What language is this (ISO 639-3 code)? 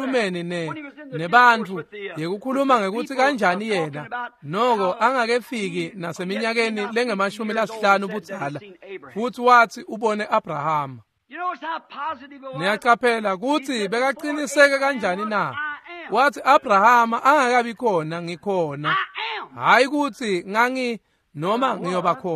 ssw